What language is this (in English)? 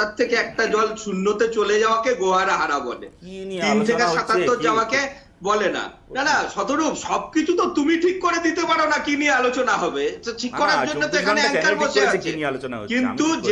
Bangla